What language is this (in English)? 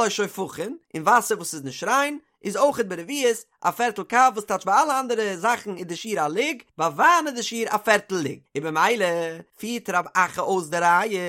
Yiddish